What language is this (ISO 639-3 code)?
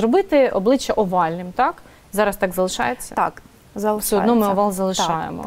ukr